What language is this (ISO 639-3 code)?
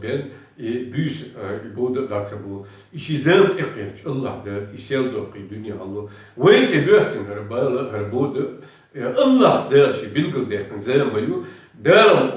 che